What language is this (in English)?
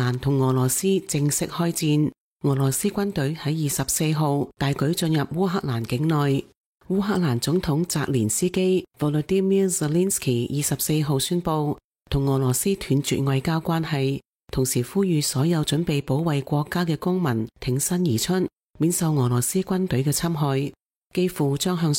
Cantonese